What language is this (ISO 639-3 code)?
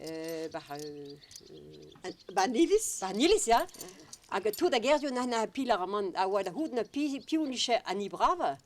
bre